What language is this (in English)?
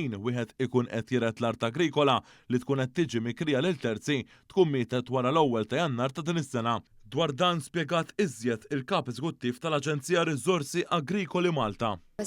Maltese